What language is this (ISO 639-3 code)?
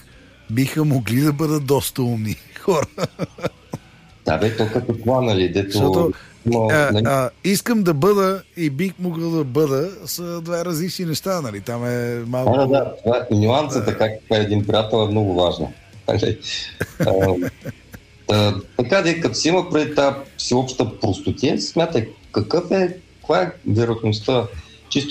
bul